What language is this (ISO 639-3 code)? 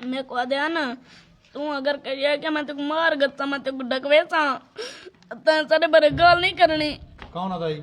skr